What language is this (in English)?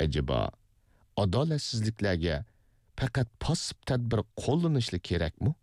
Uyghur